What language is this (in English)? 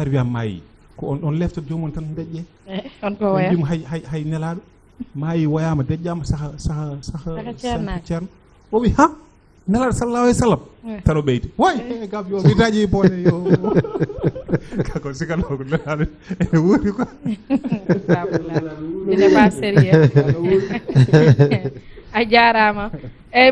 Fula